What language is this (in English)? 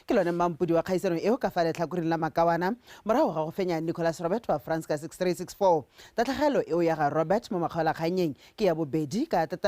Tswana